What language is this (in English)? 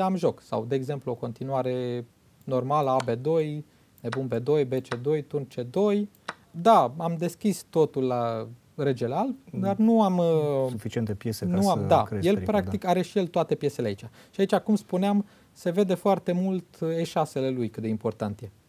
Romanian